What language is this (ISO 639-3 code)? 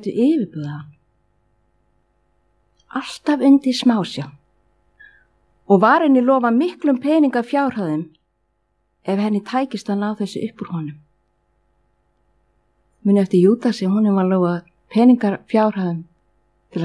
isl